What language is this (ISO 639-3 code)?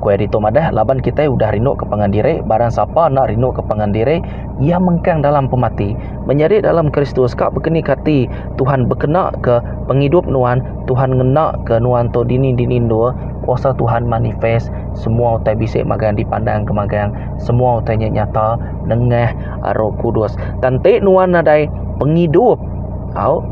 iba